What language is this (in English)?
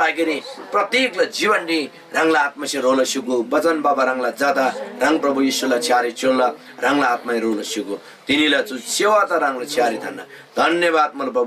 Eastern Tamang